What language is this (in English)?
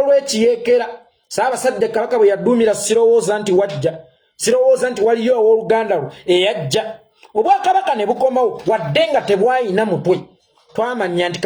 Ganda